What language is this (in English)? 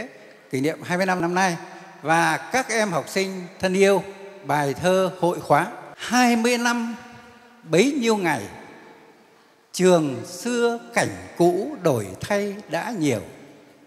Vietnamese